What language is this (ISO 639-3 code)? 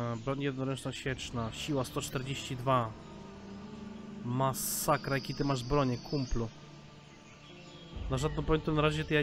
pol